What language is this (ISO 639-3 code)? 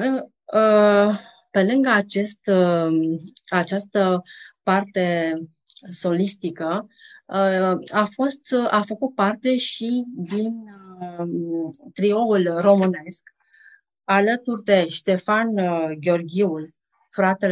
ron